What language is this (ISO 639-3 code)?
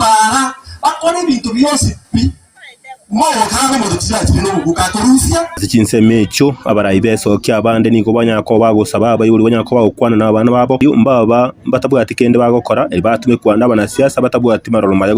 guz